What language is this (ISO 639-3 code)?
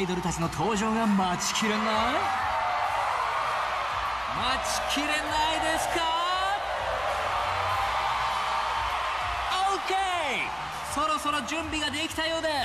jpn